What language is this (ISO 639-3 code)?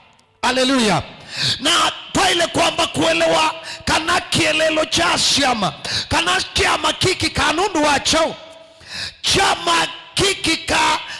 kam